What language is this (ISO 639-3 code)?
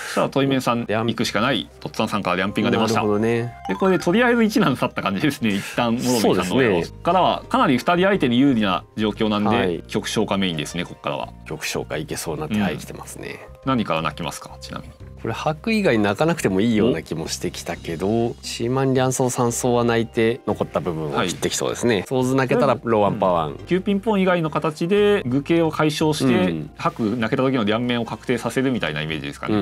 jpn